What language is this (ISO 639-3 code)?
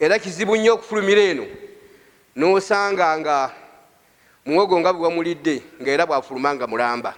lug